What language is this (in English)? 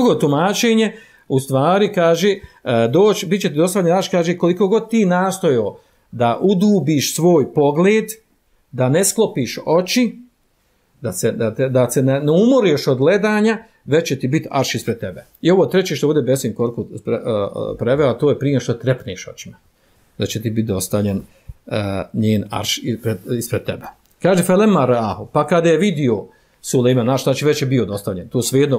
Bosnian